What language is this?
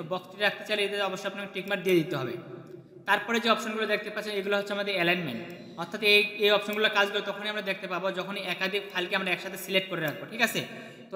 Bangla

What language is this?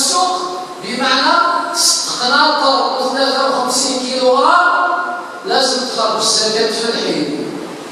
Algerian Arabic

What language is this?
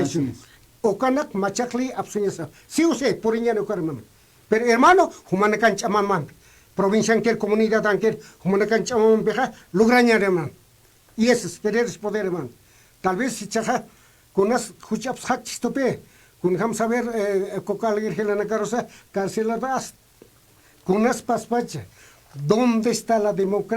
Aymara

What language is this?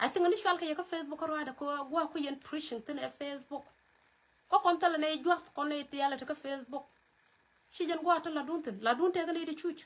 Nuer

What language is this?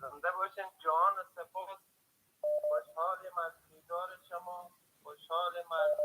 Persian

